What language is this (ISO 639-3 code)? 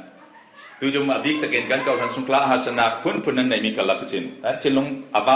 cfm